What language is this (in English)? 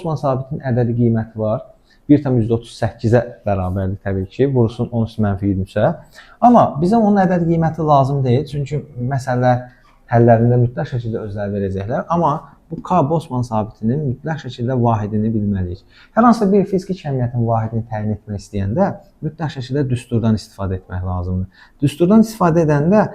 Azerbaijani